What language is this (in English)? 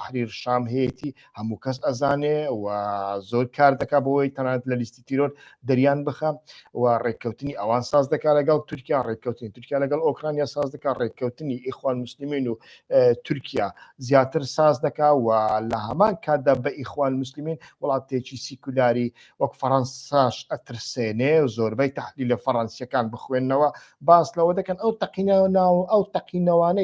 Central Kurdish